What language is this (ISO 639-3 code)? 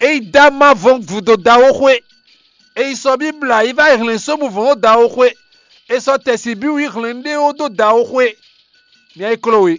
fon